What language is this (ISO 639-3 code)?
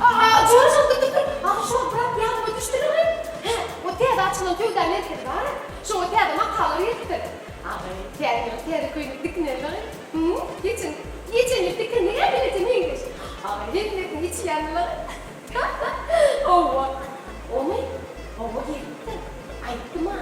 tuk